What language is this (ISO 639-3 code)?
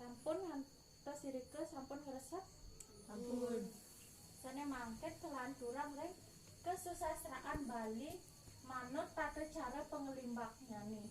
ban